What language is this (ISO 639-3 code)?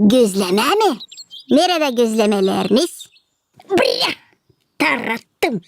gag